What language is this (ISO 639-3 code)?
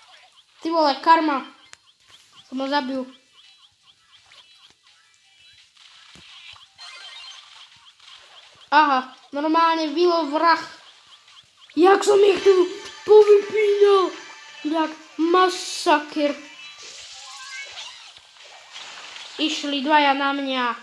slk